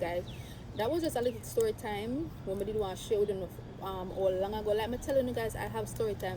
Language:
Jamaican Creole English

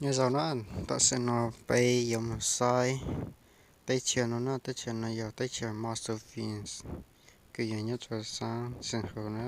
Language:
Hmong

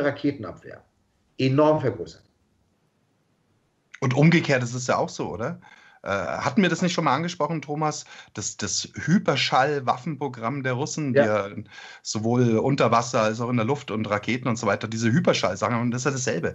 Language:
German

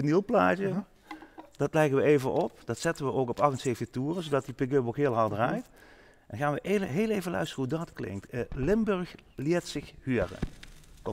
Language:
Limburgish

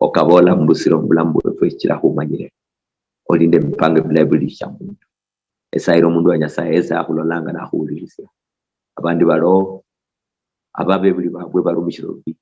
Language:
Luyia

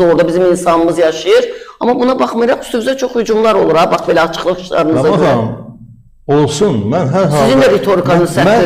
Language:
Azerbaijani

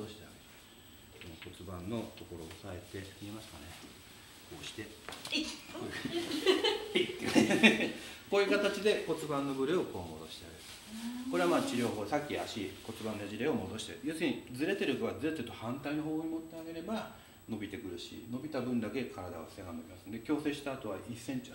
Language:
Japanese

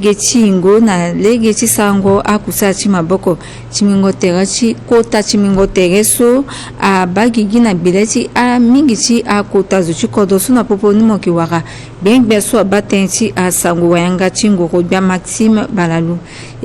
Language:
Sango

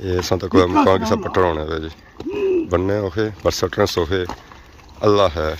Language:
Pahari-Potwari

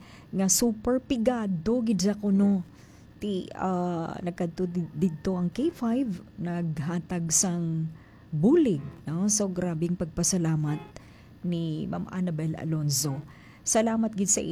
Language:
Hiligaynon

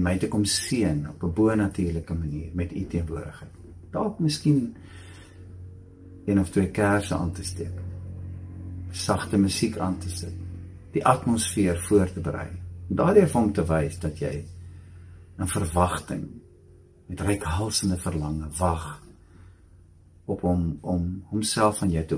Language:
Afrikaans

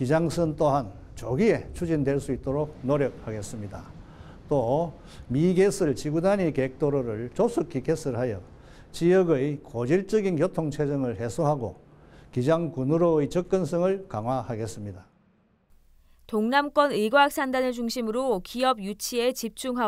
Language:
Korean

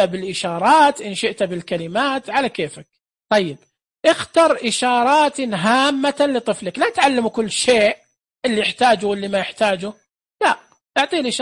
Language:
Najdi Arabic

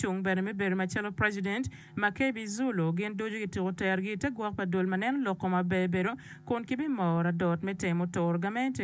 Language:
Acoli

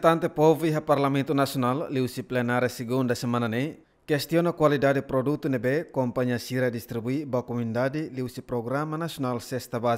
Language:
Tetum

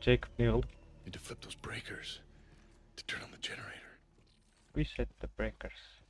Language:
Kara-Kalpak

